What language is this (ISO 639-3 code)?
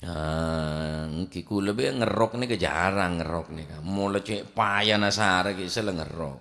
mad